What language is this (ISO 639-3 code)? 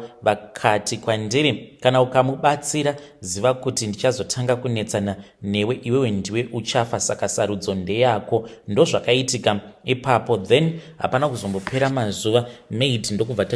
sna